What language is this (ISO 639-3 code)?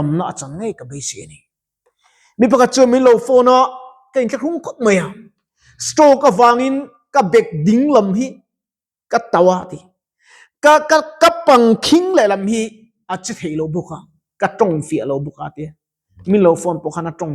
lus